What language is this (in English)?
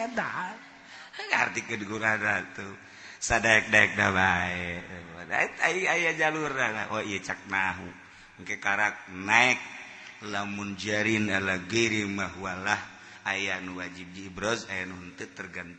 Sundanese